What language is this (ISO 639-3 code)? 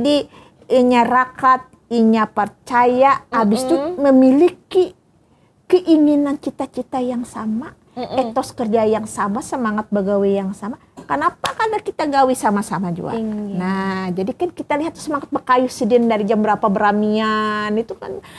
bjn